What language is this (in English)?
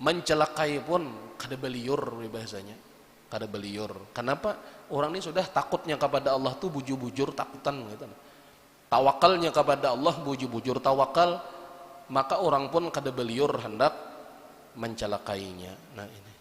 Banjar